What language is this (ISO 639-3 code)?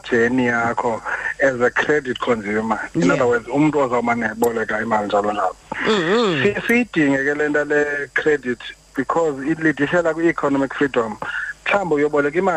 xho